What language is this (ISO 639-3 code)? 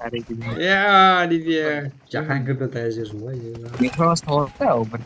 kaa